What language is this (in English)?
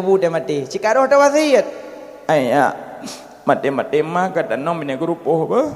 Achinese